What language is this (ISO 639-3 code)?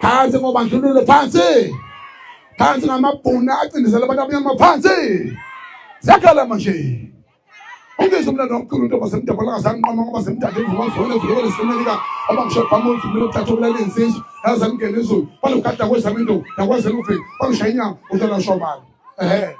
zul